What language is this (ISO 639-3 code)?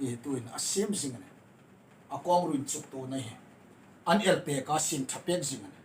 hmr